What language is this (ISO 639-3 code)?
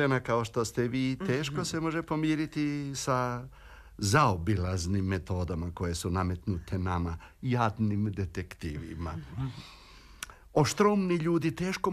hrv